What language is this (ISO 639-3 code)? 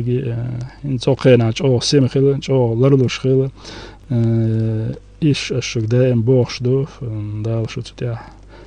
che